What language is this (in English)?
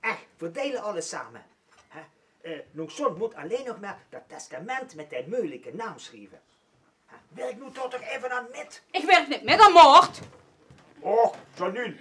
Limburgish